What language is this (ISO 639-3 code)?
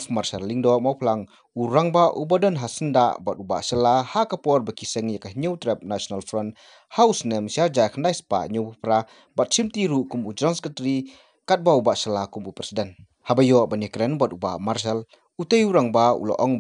kha